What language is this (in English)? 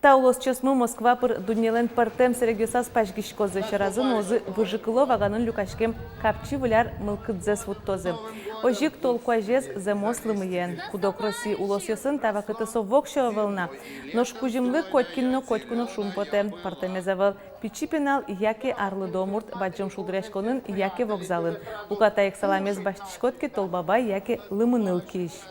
Udmurt